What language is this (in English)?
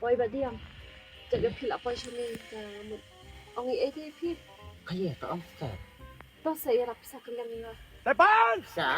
Khasi